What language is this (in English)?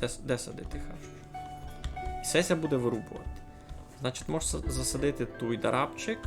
Rusyn